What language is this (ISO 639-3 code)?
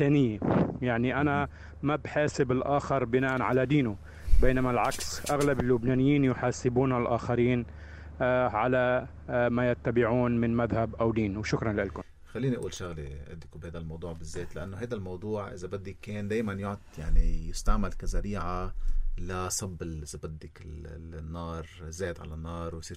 apc